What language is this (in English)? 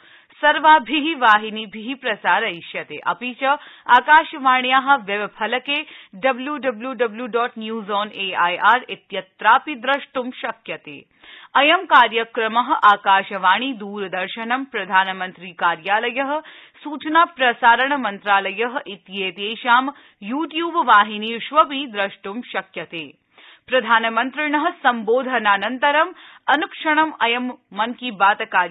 Sanskrit